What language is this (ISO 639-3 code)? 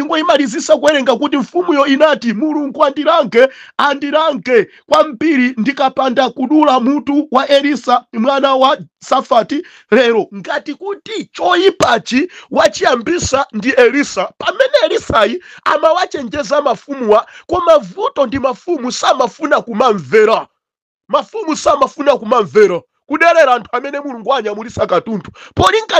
nya